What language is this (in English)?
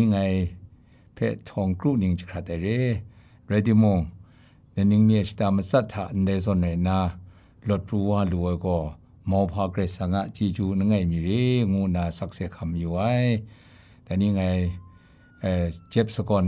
Kachin